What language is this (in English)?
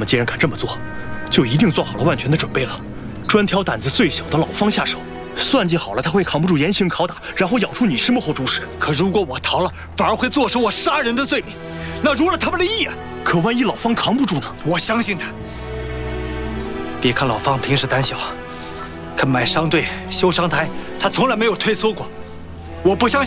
Chinese